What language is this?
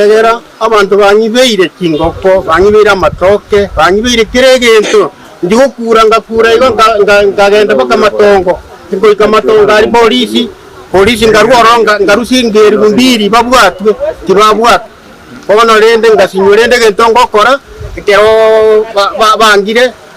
Gusii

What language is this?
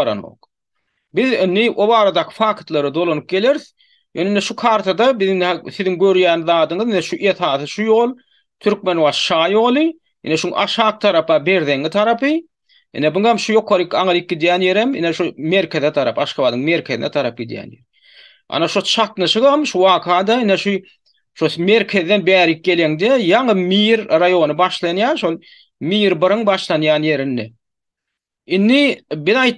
Turkmen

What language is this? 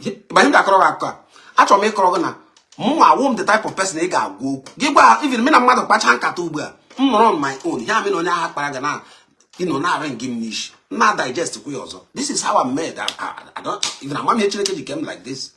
Igbo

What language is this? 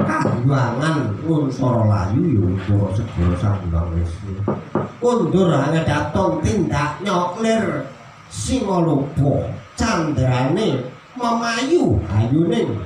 Javanese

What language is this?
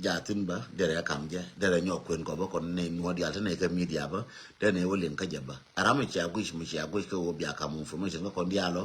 Nuer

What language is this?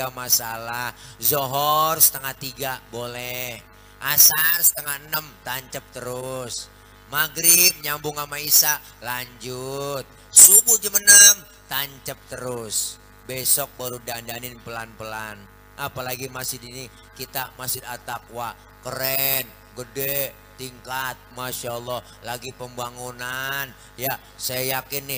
Betawi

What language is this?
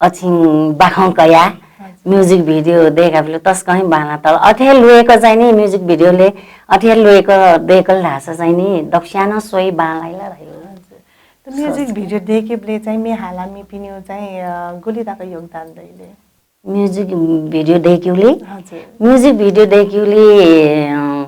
Newari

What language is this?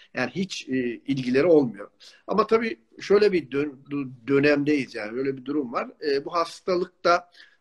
Turkish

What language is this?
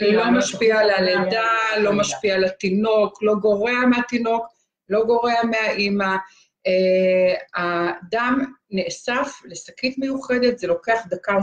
Hebrew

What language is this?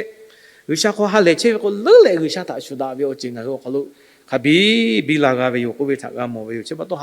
Lahu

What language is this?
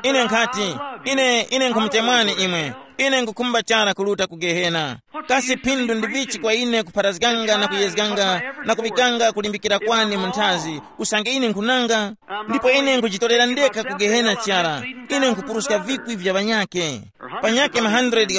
Tumbuka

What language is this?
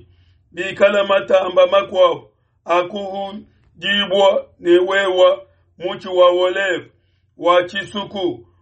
Luba-Lulua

